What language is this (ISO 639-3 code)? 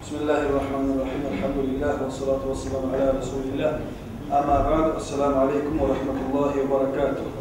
kum